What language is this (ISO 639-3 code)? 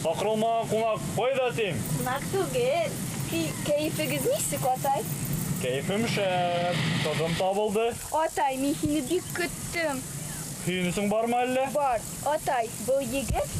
bak